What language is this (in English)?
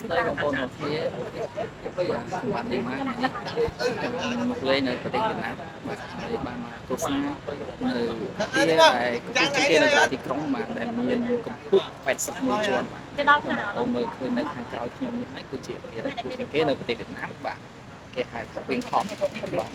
Khmer